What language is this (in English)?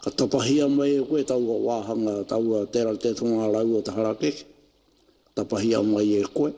Māori